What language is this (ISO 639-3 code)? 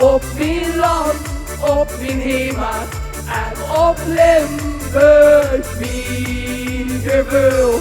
lim